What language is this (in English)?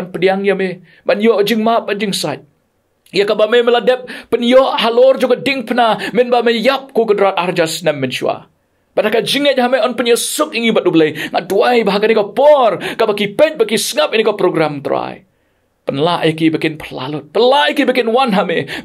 Khasi